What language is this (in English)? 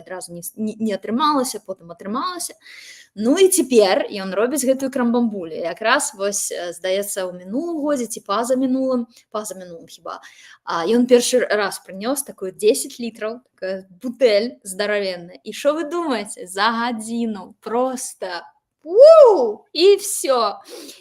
Belarusian